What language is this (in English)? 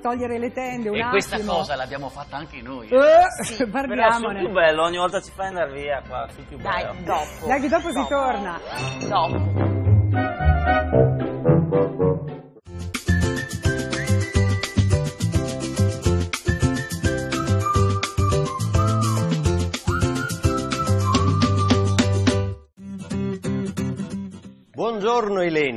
Italian